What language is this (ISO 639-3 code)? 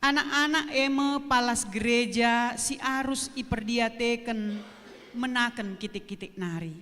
btx